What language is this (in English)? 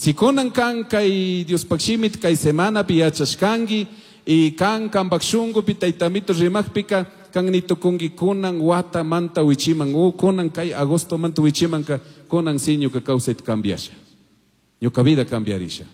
Chimborazo Highland Quichua